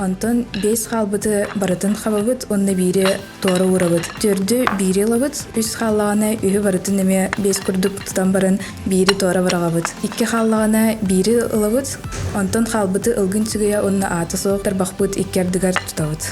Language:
Yakut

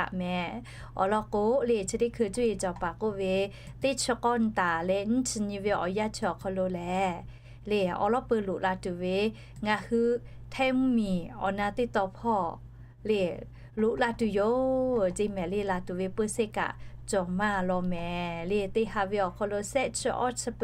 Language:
Lahu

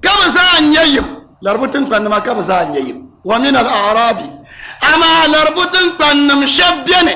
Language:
Dagbani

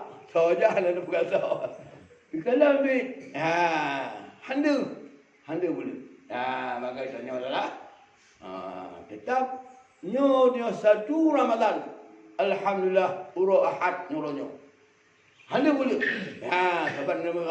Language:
Achinese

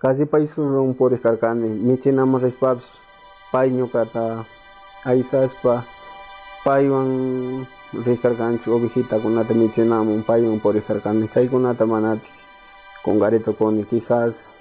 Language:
Chimborazo Highland Quichua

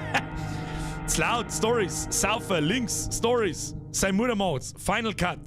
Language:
Bavarian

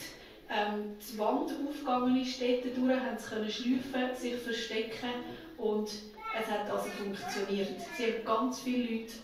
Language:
Swiss German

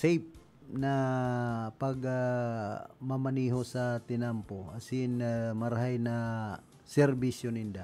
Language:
Bikol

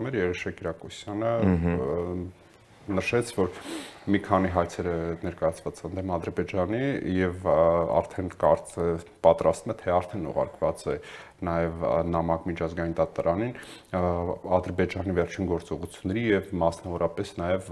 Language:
Armenian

